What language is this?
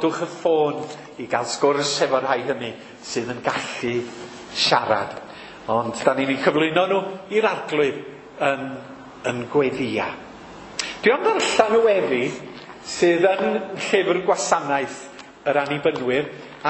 Welsh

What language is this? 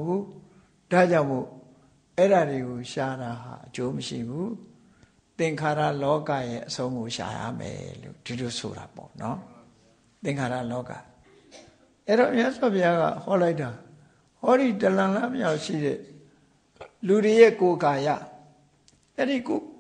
Burmese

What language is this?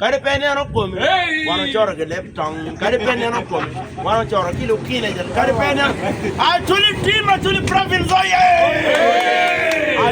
Acoli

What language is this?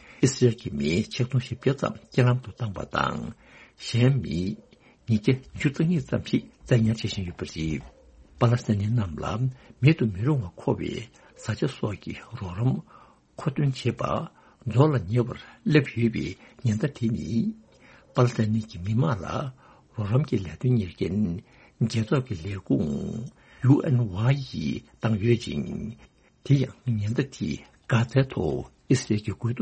Tibetan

